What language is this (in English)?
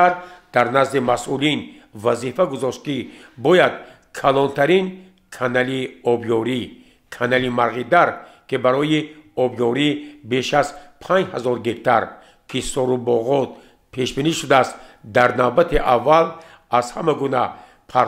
Tajik